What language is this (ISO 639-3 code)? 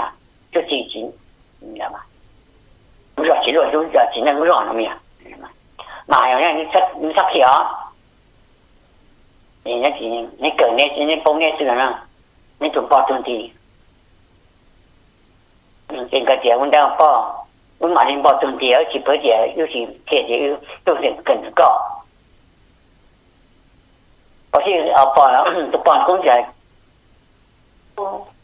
vie